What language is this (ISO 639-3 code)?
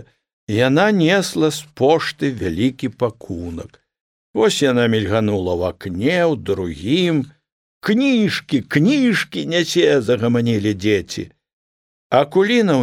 bel